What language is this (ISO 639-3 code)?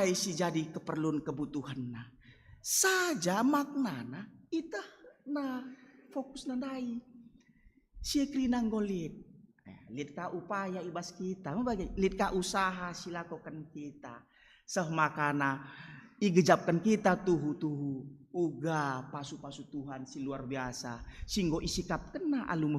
btx